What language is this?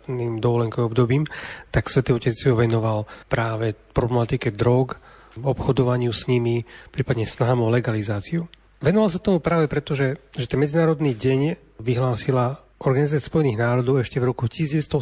Slovak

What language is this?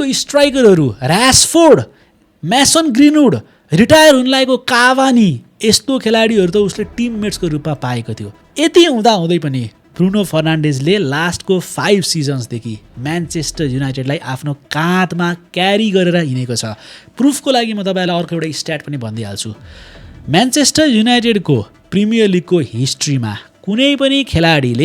Nepali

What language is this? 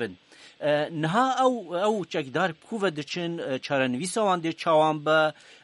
Kurdish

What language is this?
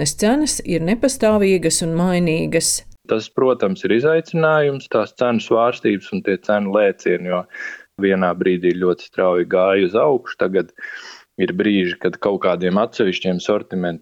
Latvian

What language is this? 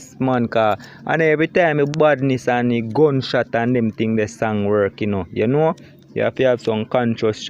Jamaican Creole English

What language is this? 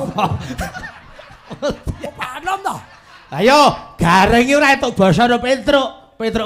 Javanese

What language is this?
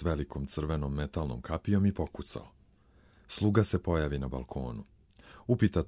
Serbian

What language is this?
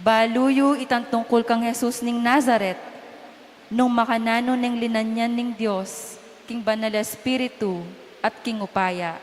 Pampanga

